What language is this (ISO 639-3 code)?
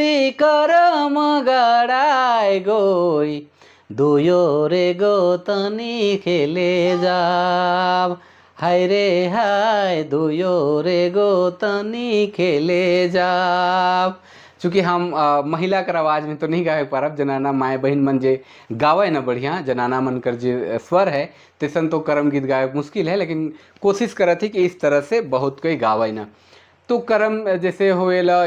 sck